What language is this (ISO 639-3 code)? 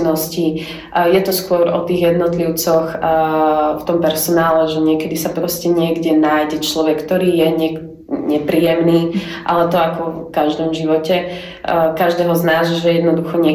slk